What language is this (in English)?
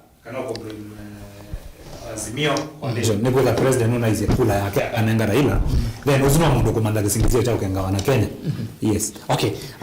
Kamba